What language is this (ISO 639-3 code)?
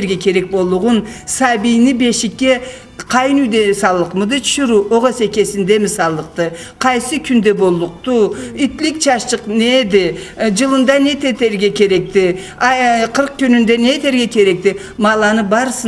krc